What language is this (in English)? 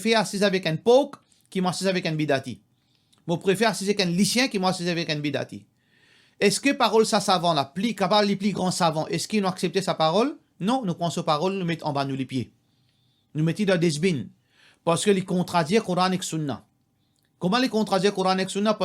Morisyen